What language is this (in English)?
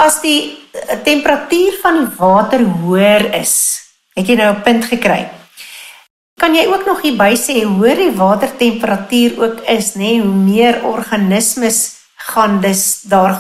Afrikaans